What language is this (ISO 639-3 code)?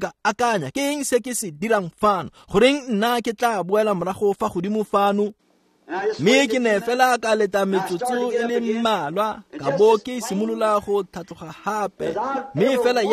tsn